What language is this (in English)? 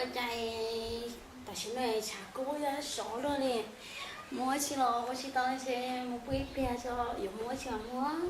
Hmong